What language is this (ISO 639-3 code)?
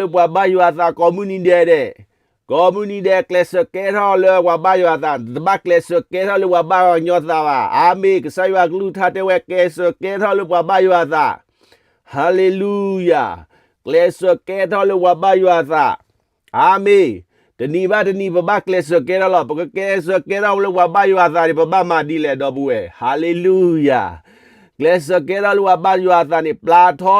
ksw